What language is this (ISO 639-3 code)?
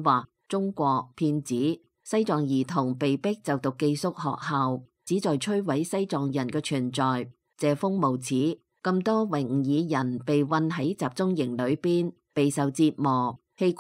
yue